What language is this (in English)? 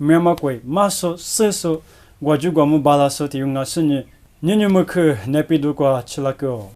Lisu